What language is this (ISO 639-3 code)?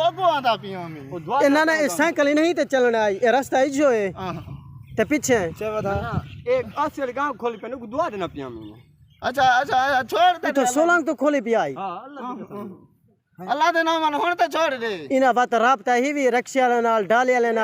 skr